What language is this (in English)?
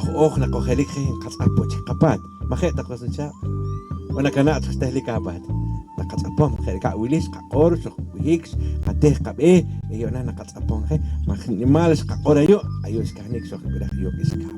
Poqomchi'